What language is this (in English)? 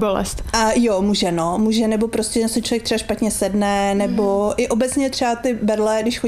Czech